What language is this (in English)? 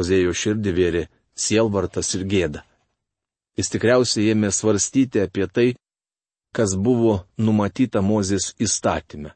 Lithuanian